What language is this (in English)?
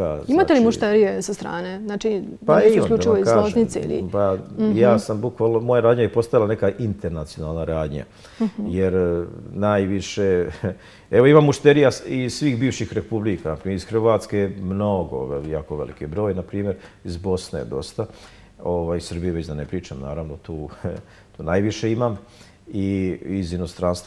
Serbian